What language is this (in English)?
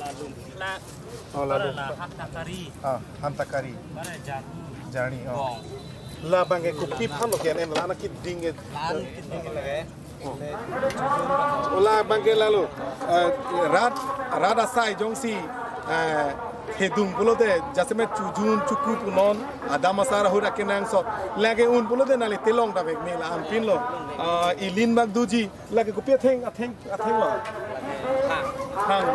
Karbi